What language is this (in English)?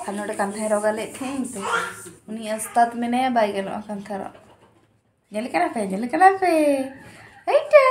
Santali